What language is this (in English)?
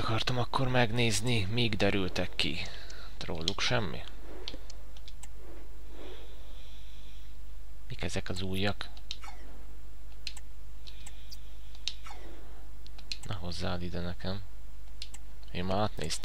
Hungarian